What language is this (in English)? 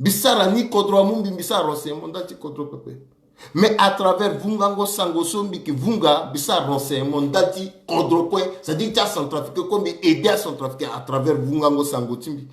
Sango